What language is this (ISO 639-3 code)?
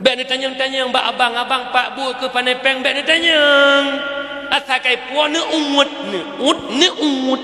ace